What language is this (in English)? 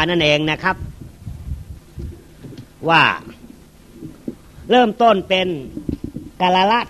Thai